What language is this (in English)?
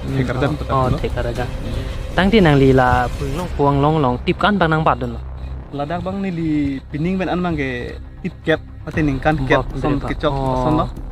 Karbi